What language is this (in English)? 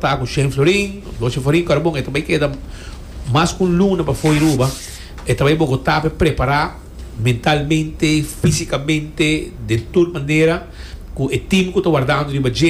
Papiamento